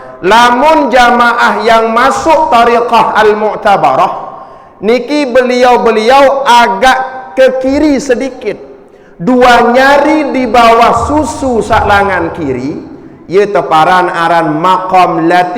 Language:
Sasak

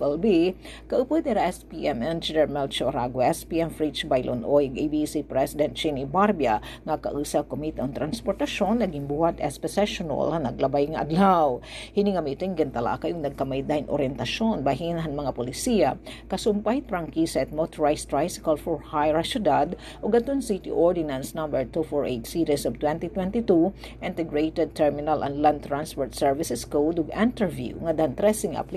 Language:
Waray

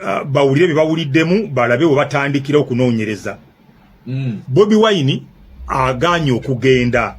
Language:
Ganda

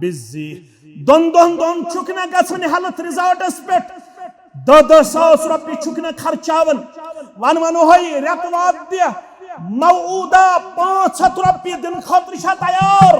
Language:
Kashmiri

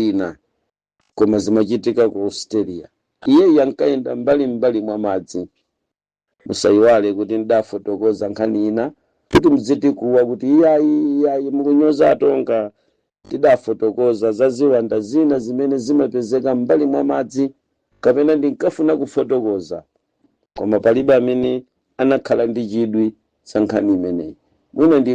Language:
Nyanja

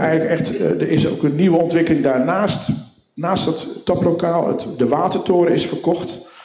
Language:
Dutch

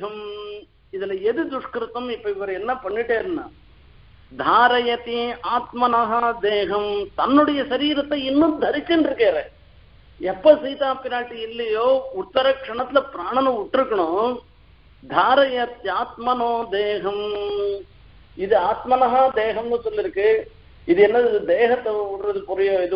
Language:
Tamil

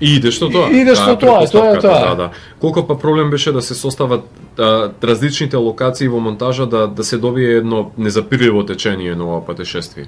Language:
Macedonian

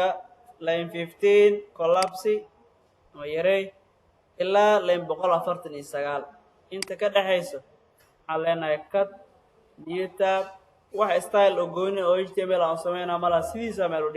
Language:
Somali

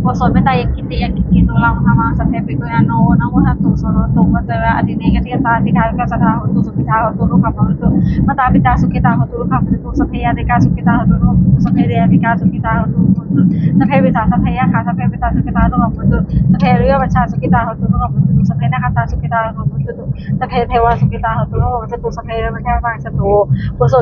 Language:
Pali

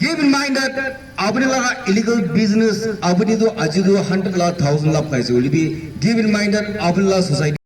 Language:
Naga Pidgin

